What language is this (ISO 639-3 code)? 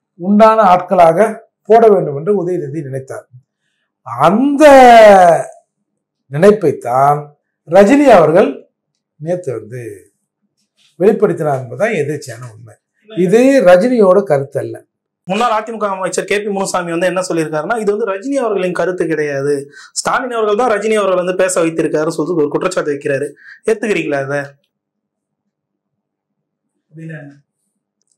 tam